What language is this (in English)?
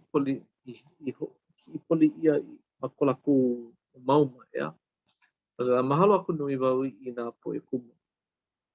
Hawaiian